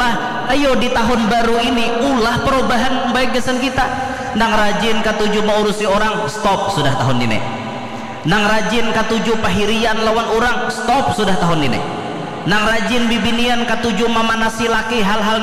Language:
Banjar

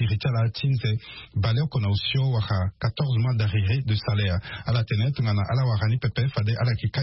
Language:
Sango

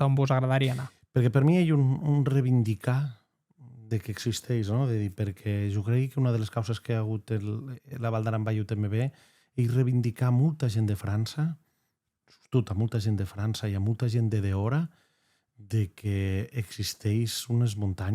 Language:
Occitan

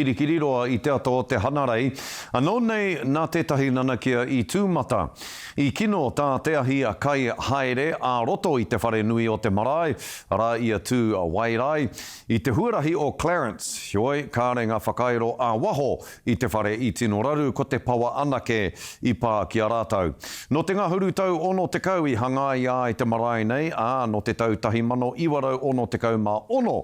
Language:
Māori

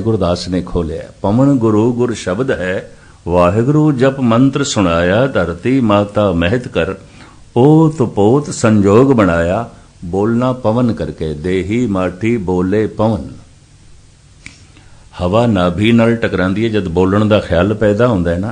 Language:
Punjabi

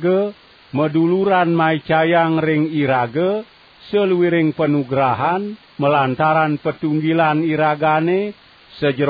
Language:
Balinese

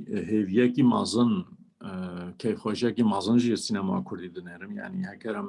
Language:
Kurdish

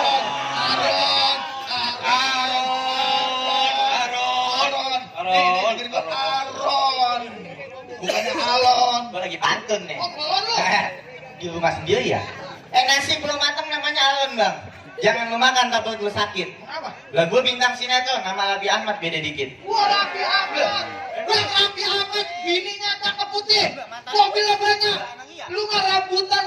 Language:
Betawi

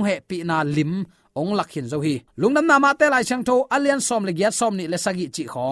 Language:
Tedim Chin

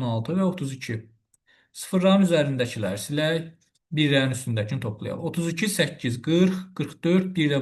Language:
Azerbaijani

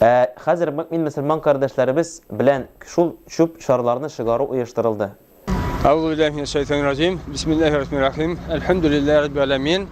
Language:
Tatar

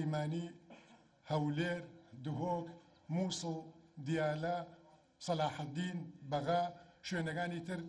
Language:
Central Kurdish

